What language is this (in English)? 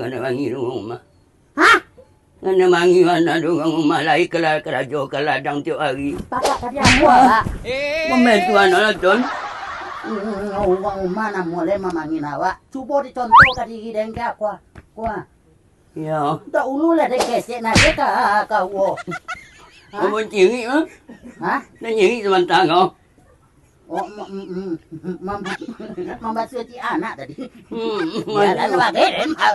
Minangkabau